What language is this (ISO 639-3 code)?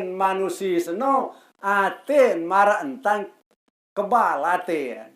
sas